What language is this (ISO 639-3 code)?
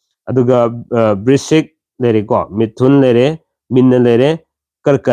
mni